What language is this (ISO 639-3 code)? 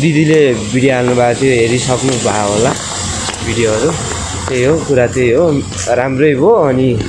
nep